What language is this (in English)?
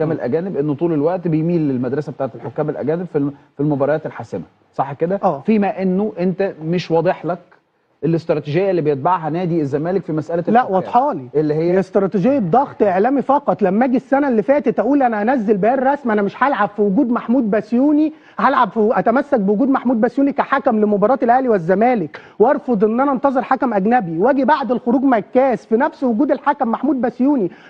Egyptian Arabic